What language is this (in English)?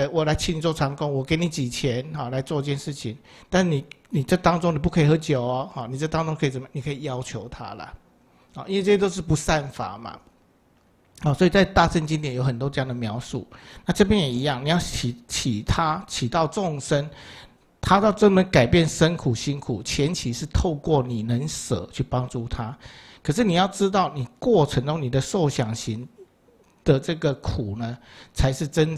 Chinese